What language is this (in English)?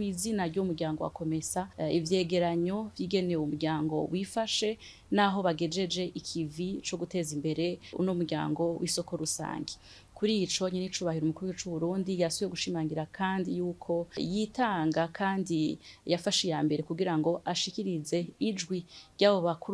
Rundi